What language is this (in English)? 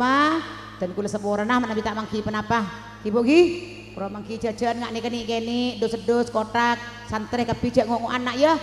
Madurese